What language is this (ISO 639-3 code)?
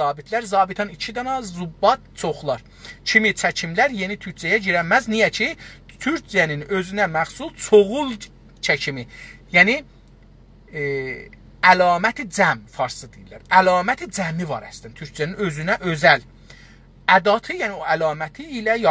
azb